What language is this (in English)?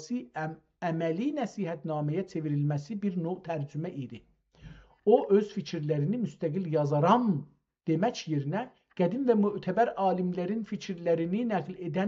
South Azerbaijani